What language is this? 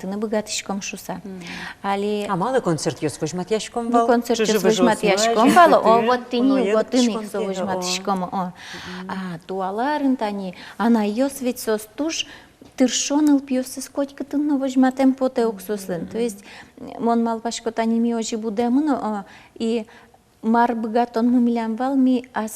Udmurt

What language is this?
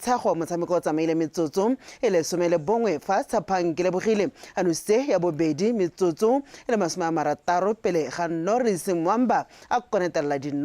Tswana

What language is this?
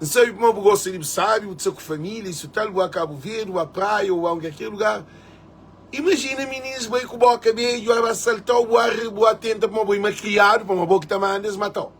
Kabuverdianu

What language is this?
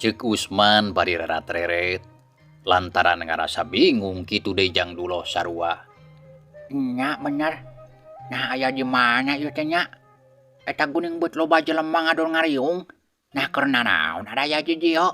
Sundanese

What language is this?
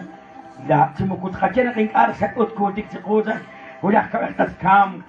Kekchí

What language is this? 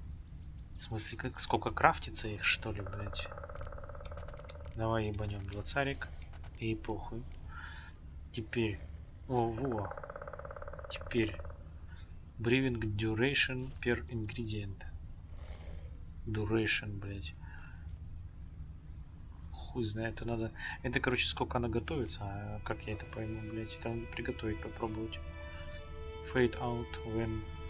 Russian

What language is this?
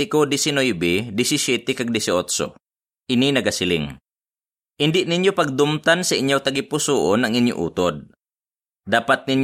Hiligaynon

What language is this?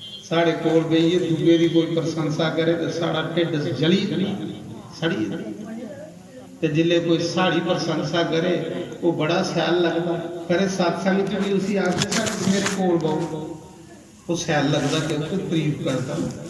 Dogri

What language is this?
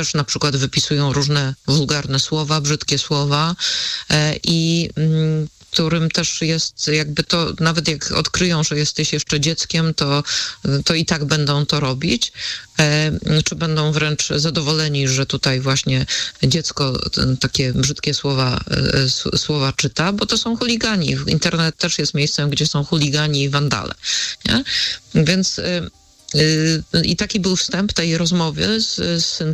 Polish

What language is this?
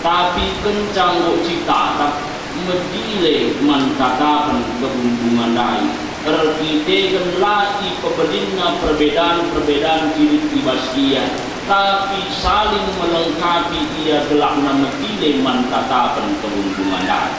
Batak Karo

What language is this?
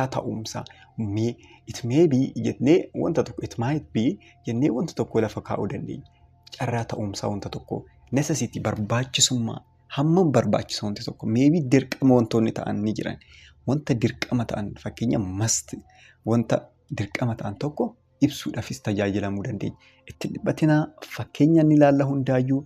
Oromo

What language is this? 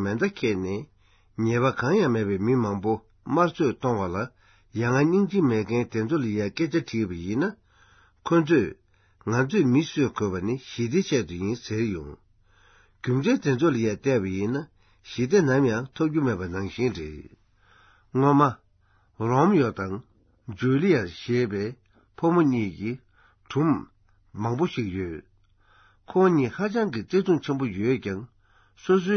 Tibetan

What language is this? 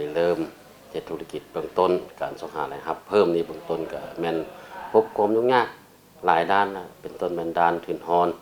Lao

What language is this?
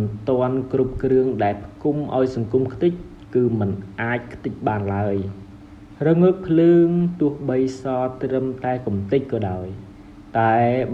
Khmer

